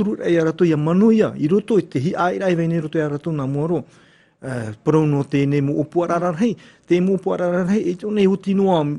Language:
Tahitian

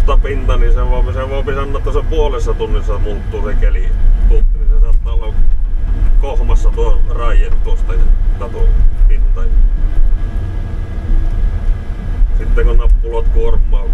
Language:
Finnish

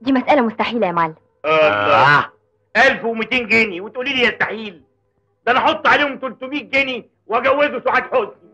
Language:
Egyptian Arabic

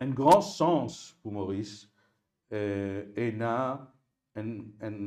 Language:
Morisyen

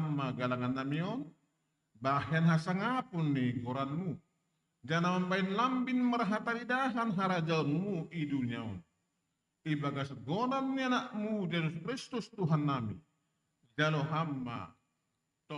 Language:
Batak Simalungun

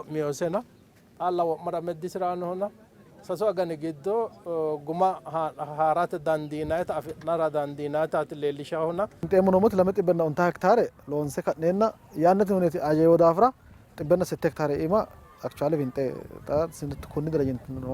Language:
Sidamo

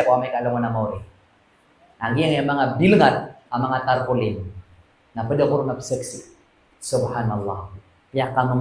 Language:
Maranao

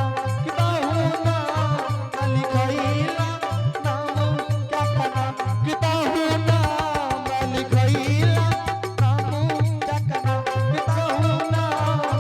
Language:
Angika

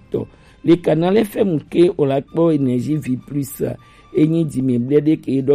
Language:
Gen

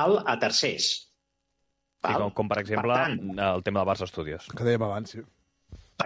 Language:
Catalan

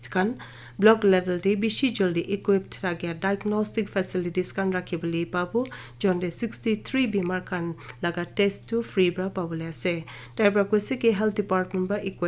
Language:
Naga Pidgin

